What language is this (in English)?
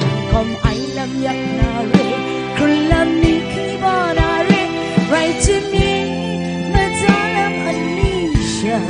Kachin